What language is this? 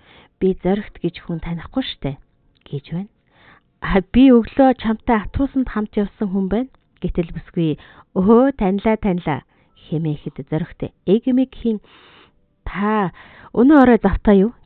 Mongolian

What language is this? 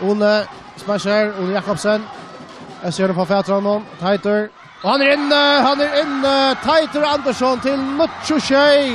Faroese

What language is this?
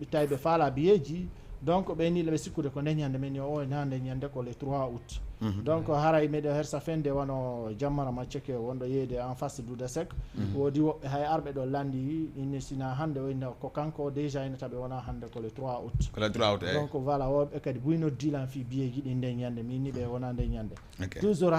Fula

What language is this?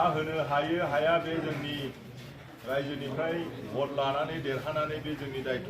Bodo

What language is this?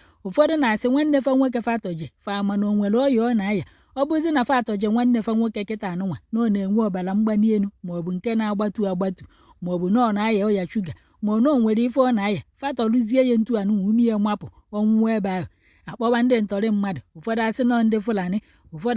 Igbo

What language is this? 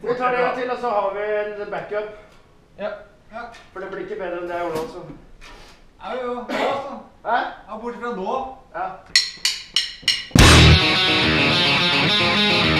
Norwegian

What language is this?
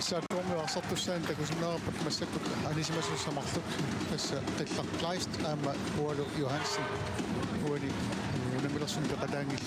Kalaallisut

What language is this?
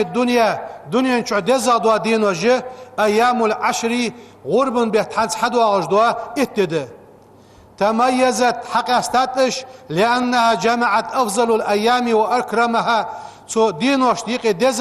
Ingush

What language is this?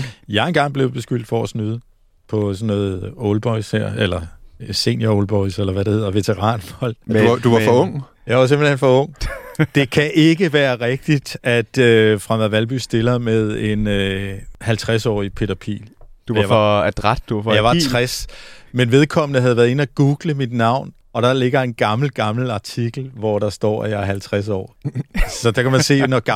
Danish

